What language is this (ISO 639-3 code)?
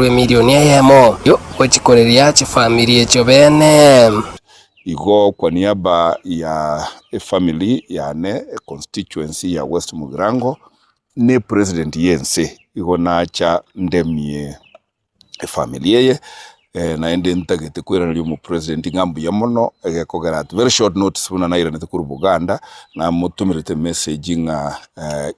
guz